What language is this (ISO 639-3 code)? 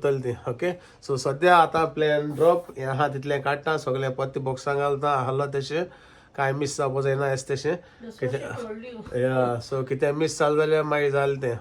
kok